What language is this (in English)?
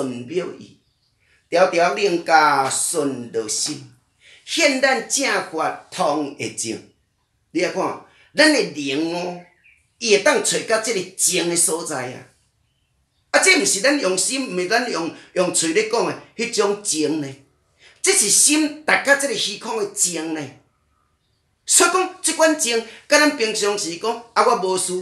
Min Nan Chinese